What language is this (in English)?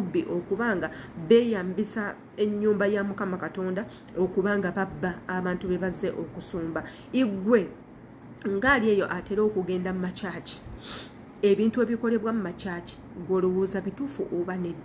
Ganda